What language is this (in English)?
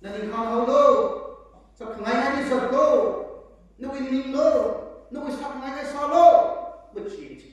Tangkhul Naga (India)